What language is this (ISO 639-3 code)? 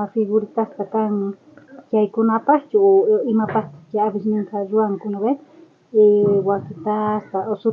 quh